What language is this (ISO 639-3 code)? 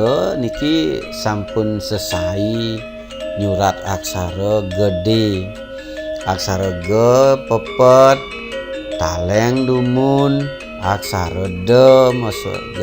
ban